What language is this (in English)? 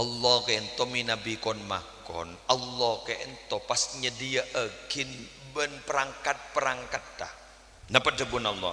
Madurese